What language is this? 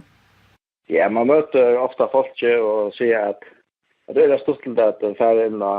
Faroese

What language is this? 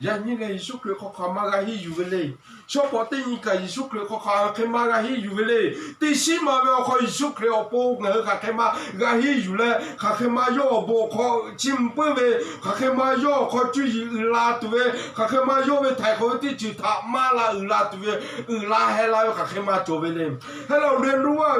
Lahu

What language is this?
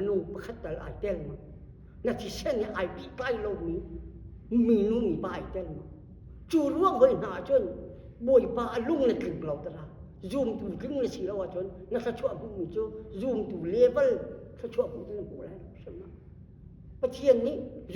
Hakha Chin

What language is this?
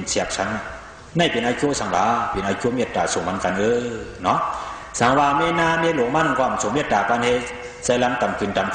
Shan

